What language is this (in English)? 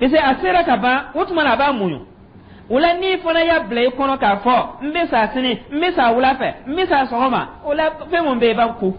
Dyula